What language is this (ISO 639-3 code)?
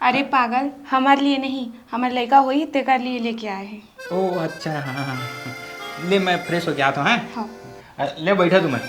hne